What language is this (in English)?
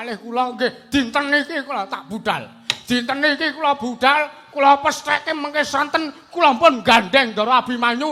Javanese